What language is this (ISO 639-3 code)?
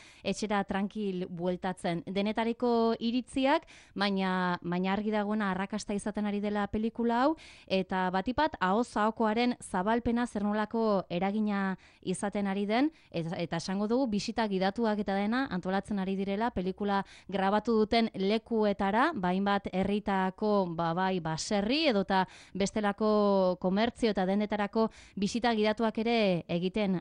eus